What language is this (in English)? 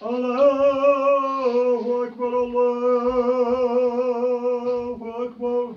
Chechen